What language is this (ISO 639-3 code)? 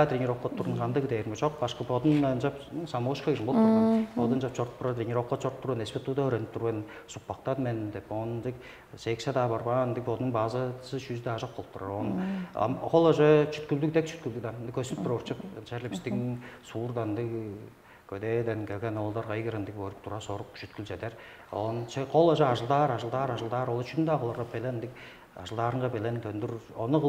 tyv